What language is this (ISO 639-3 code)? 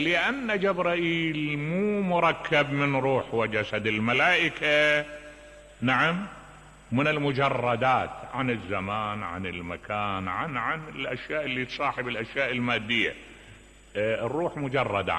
acm